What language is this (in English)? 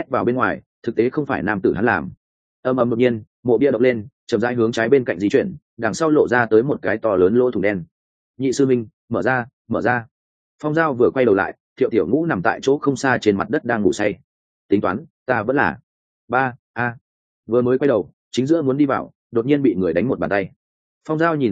Vietnamese